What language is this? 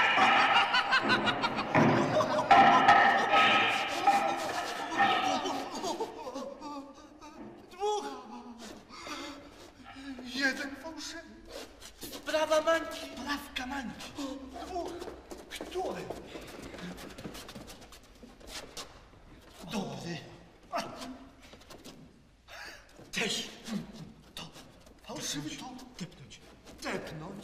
Polish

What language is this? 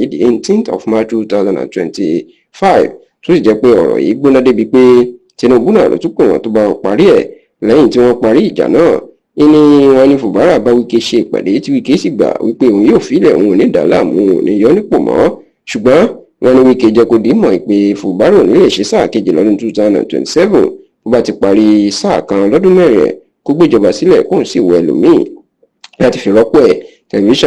Yoruba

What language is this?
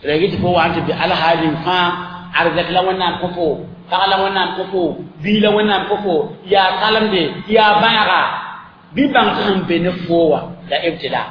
Mossi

